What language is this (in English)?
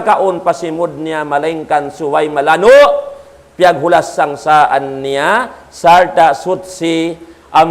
Tausug